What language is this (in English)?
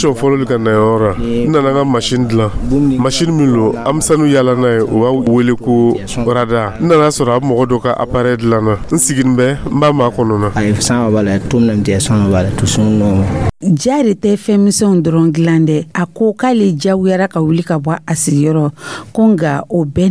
Dyula